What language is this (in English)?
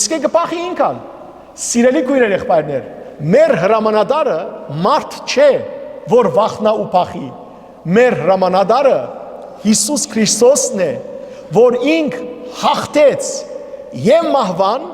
Western Armenian